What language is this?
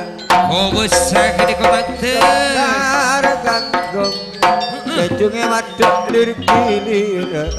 Madurese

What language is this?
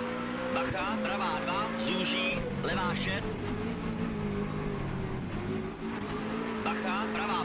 Czech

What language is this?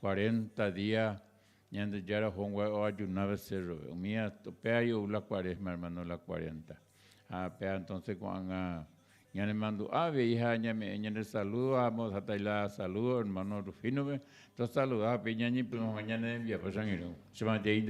Guarani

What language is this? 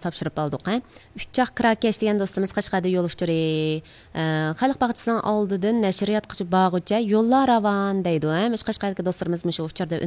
Uyghur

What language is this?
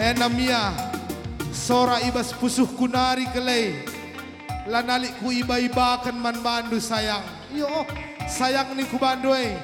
Batak Karo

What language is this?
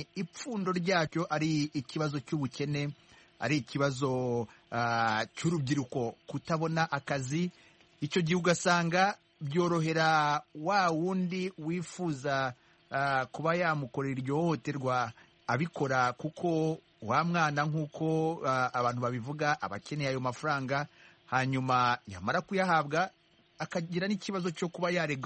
Kinyarwanda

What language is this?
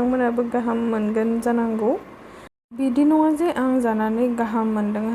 Bodo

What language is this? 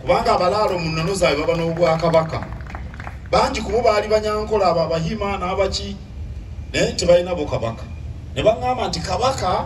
Ganda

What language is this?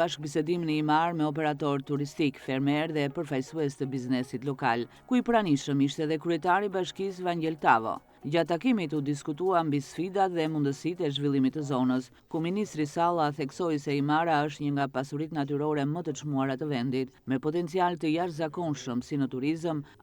Albanian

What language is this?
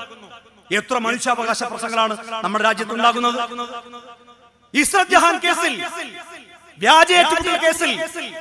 Malayalam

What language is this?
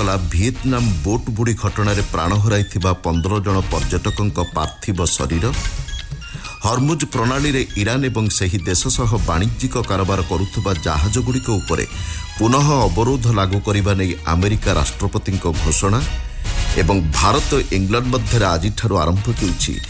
Odia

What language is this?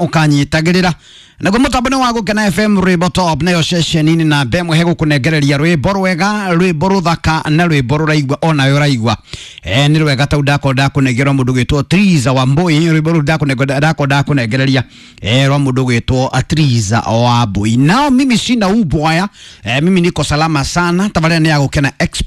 Kikuyu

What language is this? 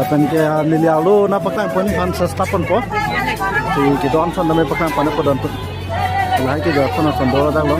Karbi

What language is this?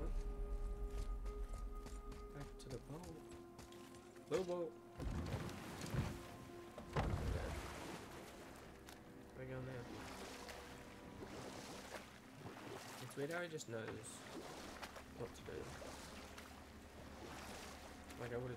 English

